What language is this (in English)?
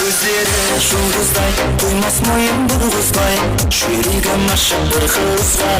Kara-Kalpak